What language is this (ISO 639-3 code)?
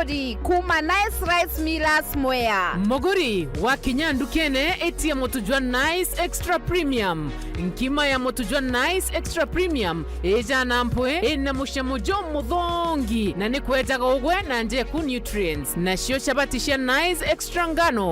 mer